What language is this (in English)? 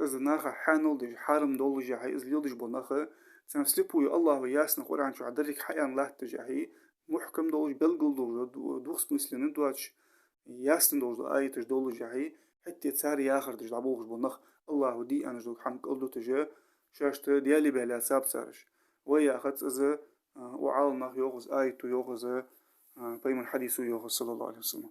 Ingush